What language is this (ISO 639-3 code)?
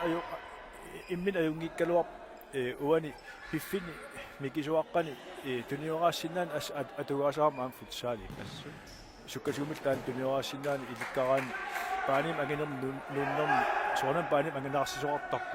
kal